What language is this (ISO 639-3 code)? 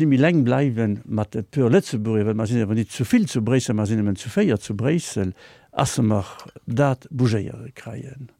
ltz